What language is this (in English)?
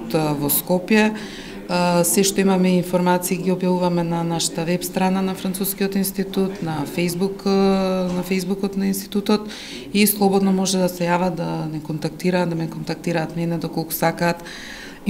Macedonian